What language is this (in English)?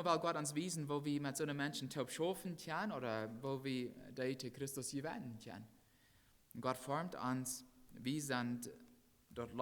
Plautdietsch